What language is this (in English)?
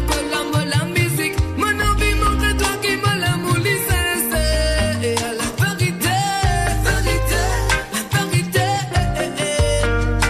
Morisyen